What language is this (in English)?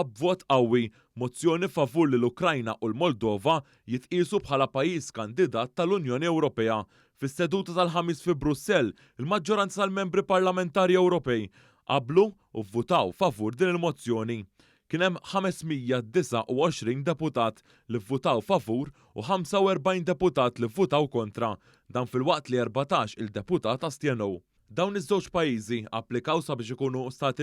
Maltese